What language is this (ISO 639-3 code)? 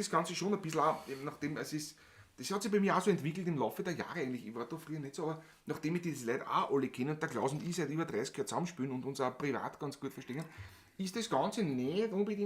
bar